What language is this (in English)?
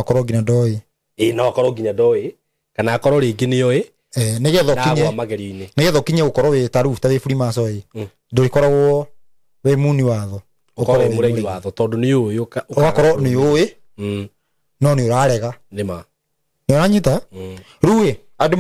Kikuyu